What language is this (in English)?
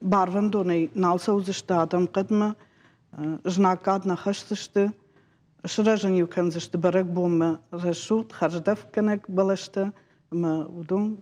Ossetic